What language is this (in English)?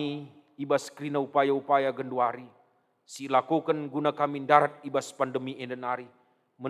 Batak Karo